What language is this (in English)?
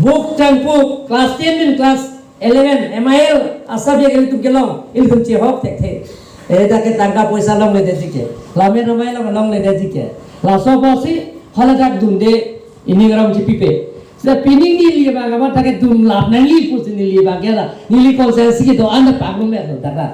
Karbi